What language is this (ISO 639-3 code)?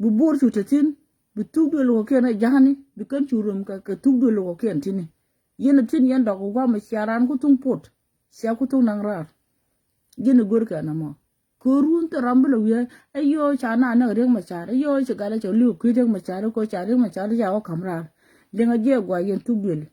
nus